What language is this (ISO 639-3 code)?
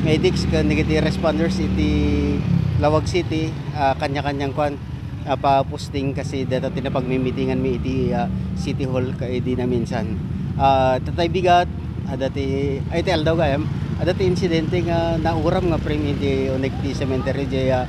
ilo